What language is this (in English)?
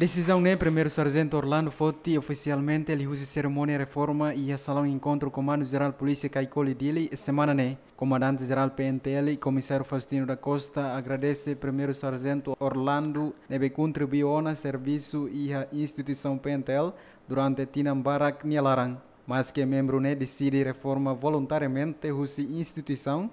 Tetum